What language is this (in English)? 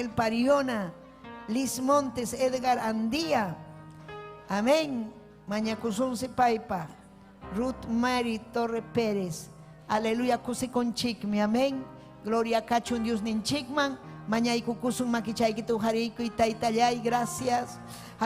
Ayacucho Quechua